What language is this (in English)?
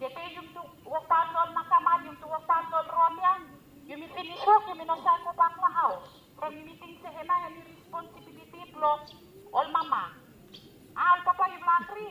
Bislama